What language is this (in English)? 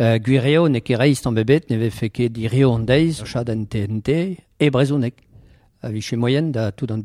Breton